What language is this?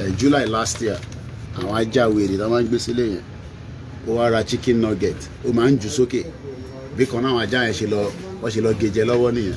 Yoruba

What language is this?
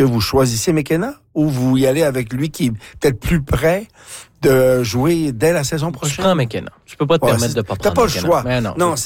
French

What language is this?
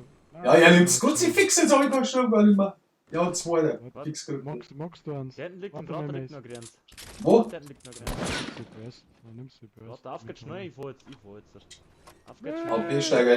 Bavarian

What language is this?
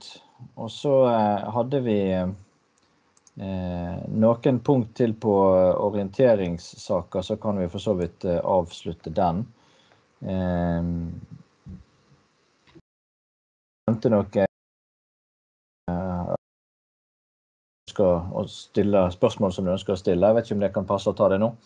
Norwegian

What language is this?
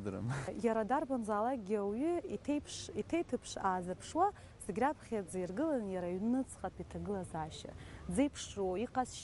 Abkhazian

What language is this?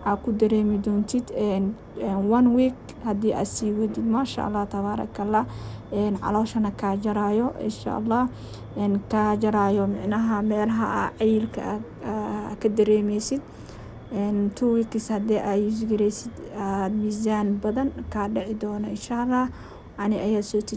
Somali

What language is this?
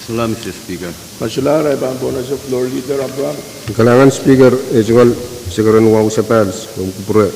Pohnpeian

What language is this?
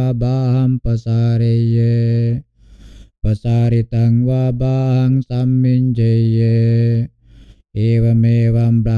Pali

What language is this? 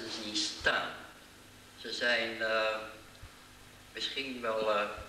Dutch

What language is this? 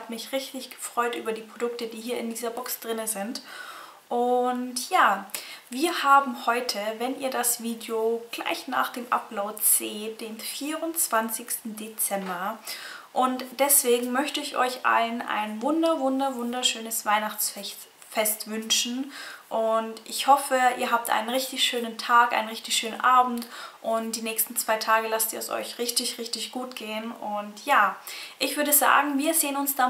German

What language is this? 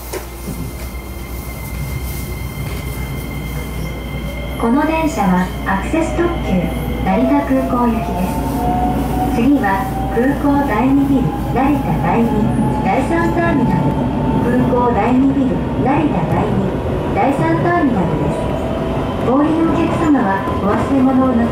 Japanese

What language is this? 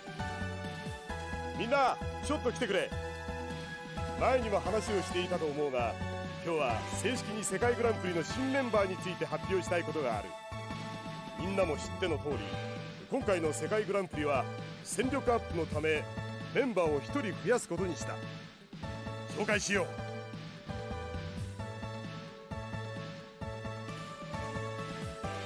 Japanese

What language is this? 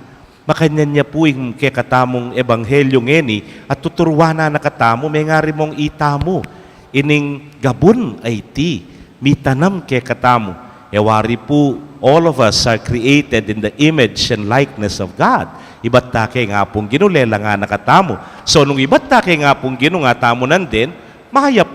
Pampanga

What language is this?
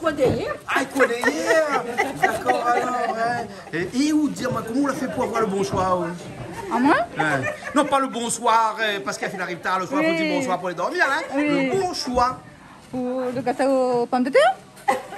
Réunion Creole French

